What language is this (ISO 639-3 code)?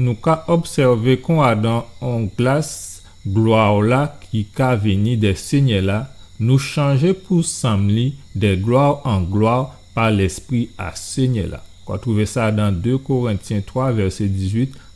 gcf